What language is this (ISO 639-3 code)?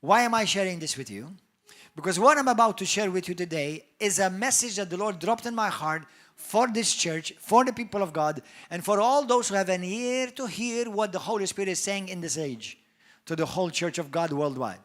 eng